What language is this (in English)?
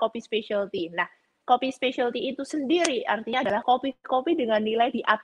Indonesian